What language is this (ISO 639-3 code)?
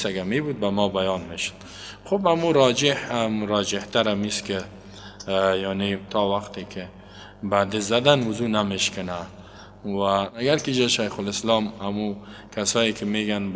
fas